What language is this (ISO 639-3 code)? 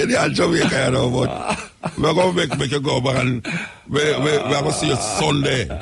jam